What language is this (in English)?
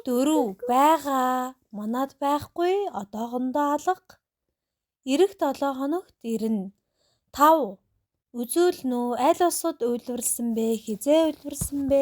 Tuvinian